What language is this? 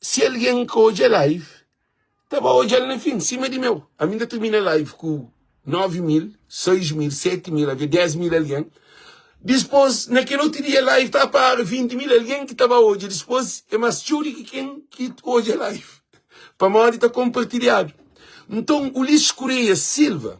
Kabuverdianu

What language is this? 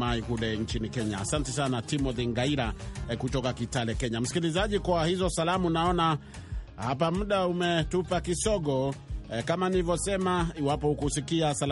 Swahili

